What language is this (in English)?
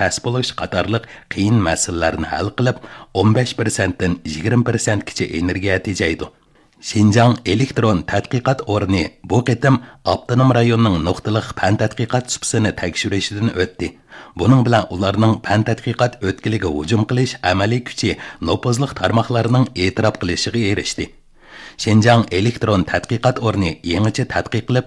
Uyghur